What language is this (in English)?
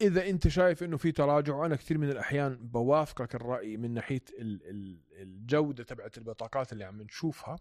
North Levantine Arabic